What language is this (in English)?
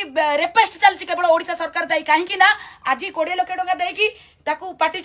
Odia